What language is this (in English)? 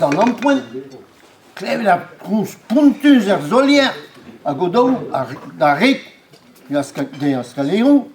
Breton